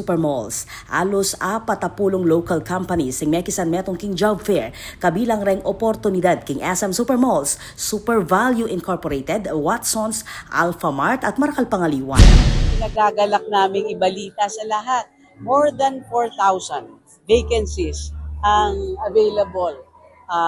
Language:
Pampanga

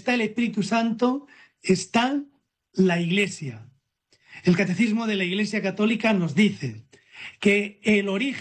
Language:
Spanish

